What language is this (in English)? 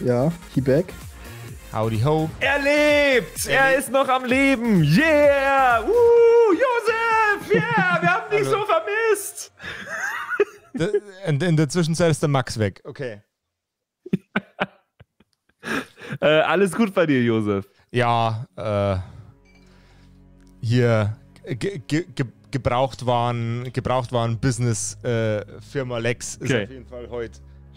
German